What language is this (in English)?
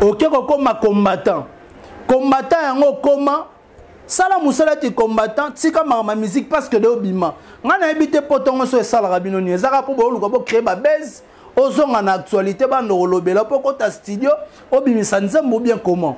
Lingala